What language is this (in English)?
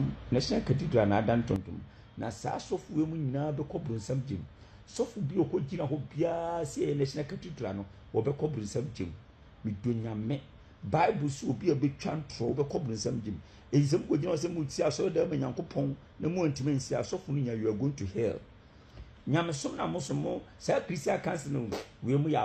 Akan